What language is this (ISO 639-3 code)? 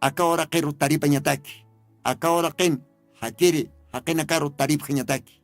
aym